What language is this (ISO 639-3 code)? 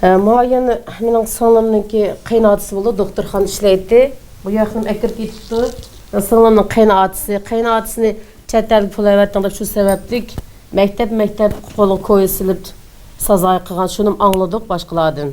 uig